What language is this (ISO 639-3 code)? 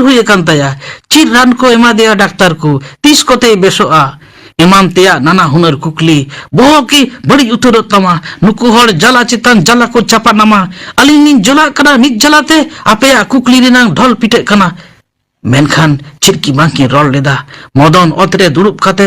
sat